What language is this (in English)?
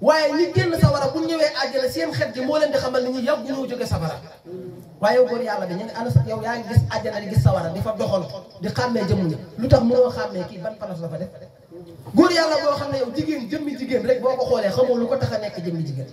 Wolof